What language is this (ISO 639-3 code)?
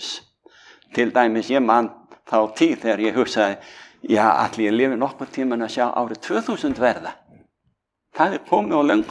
isl